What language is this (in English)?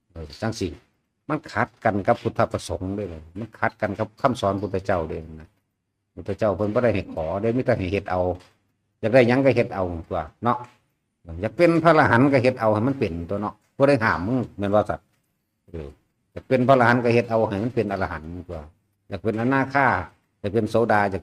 Northeastern Thai